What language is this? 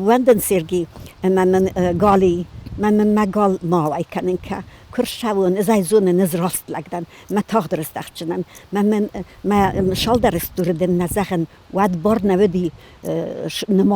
Ossetic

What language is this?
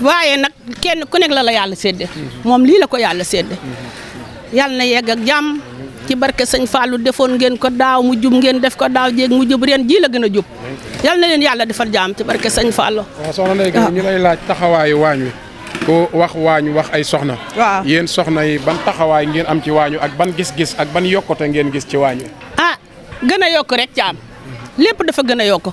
Wolof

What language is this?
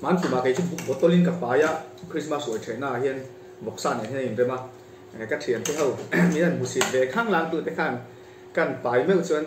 Mizo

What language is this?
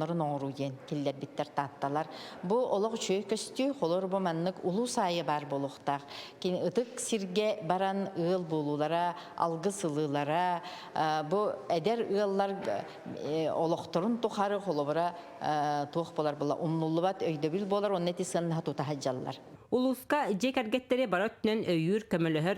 Yakut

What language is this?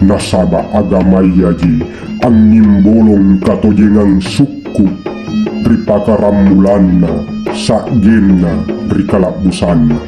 Makasar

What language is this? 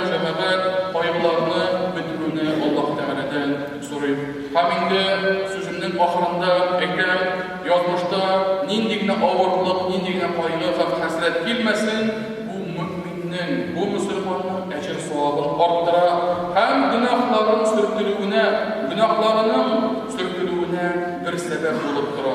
Tatar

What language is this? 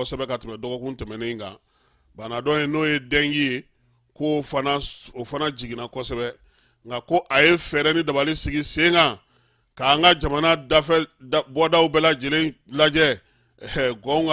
Bambara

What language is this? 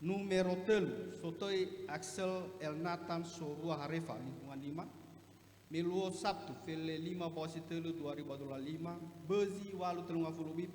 Nias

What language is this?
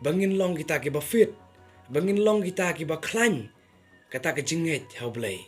Khasi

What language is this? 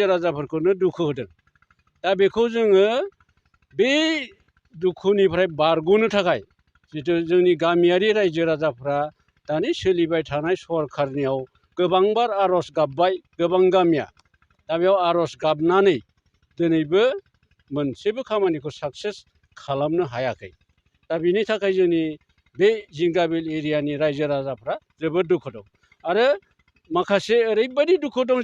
Bodo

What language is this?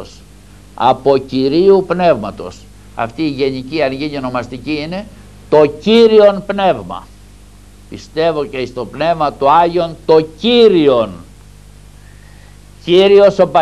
Greek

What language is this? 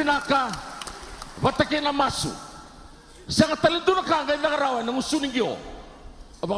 Fijian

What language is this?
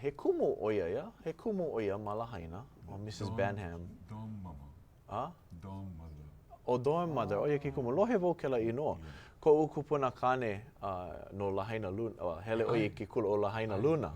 Hawaiian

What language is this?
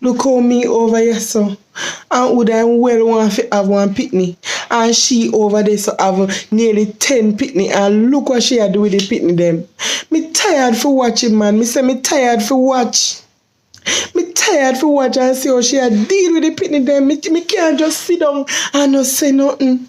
Jamaican Creole English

